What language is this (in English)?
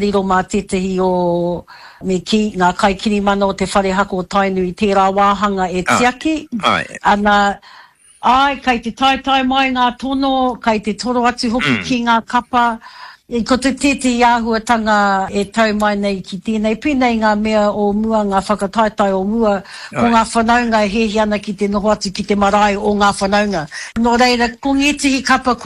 Māori